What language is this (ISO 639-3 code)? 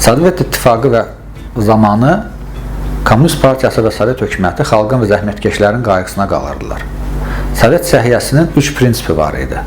aze